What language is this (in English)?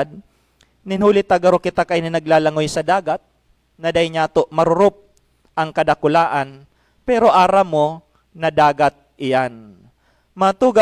Bikol